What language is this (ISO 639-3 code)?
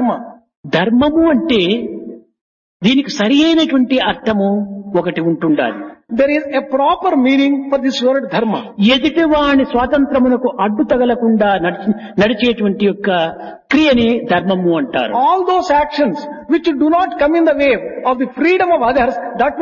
tel